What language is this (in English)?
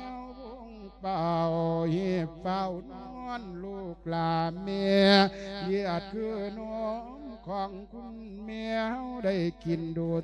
Lao